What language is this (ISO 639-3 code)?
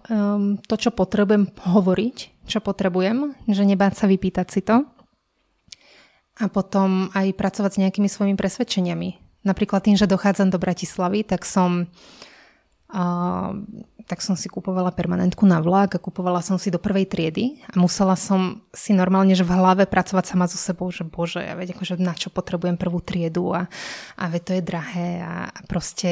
slk